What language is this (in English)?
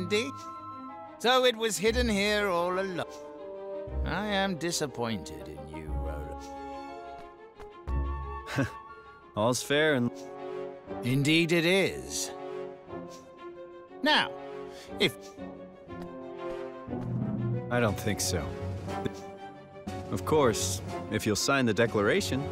English